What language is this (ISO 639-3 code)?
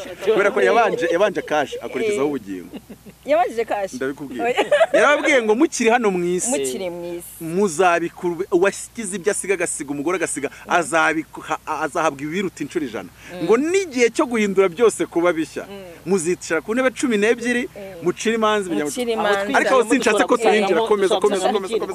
kin